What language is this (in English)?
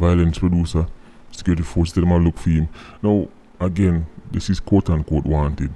Jamaican Creole English